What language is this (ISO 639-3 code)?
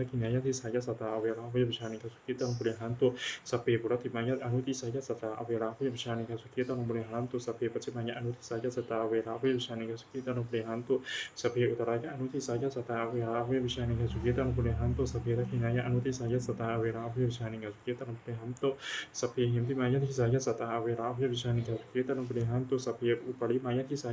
pli